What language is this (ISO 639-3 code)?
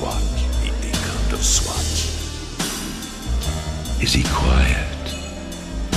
eng